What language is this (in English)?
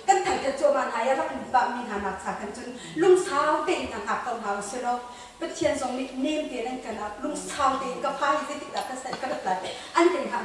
Hakha Chin